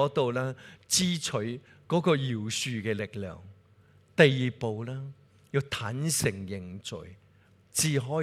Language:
Cantonese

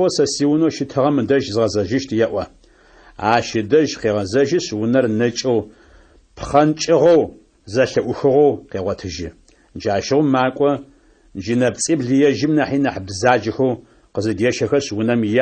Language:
Adyghe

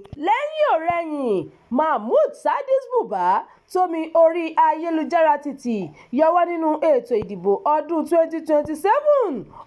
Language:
Yoruba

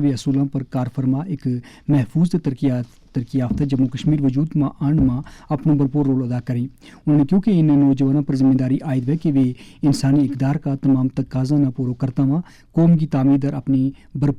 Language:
Gujari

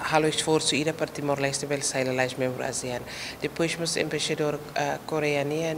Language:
Tetum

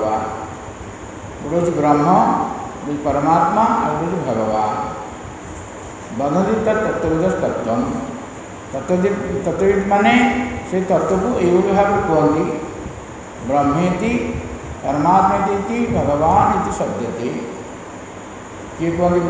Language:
Odia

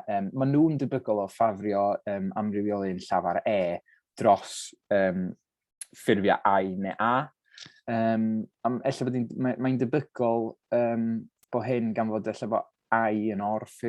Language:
Welsh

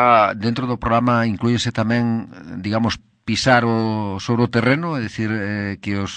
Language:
Galician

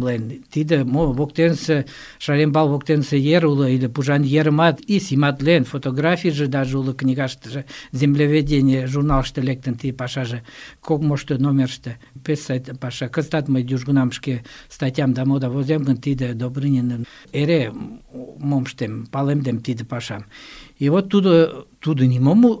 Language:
Mari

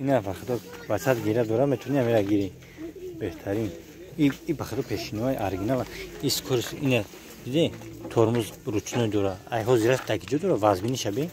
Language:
Tajik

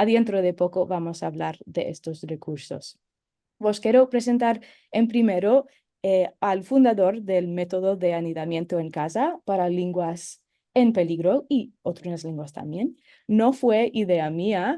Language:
Ladino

